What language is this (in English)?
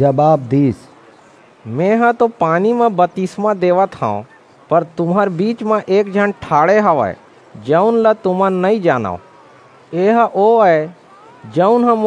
Chhattisgarhi